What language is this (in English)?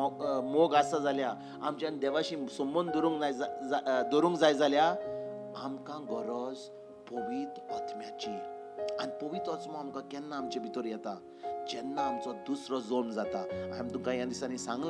Konkani